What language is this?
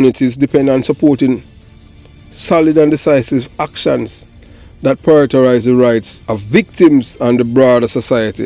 Jamaican Creole English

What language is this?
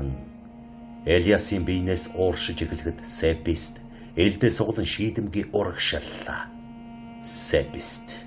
Mongolian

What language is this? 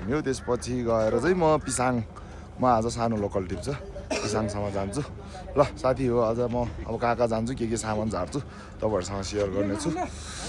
Nepali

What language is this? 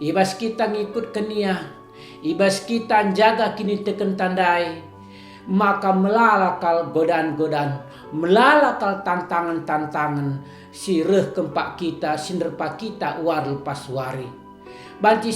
Batak Karo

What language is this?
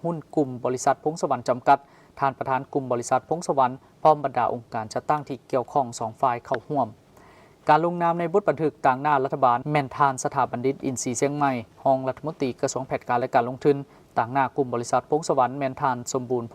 Lao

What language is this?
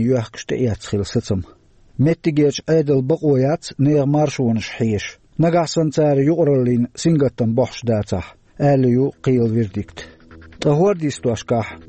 Chechen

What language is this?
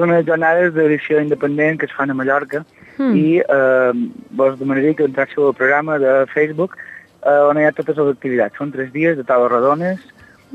Catalan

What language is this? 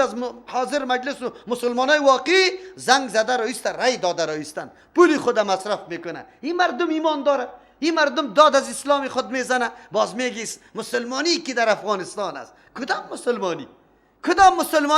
Persian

